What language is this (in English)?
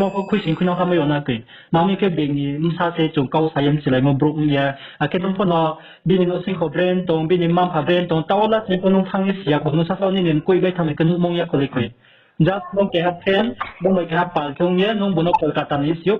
Riang (India)